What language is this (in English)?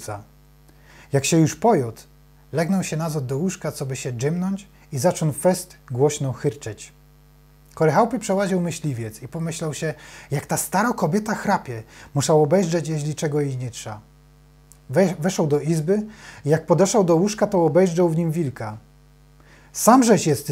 Silesian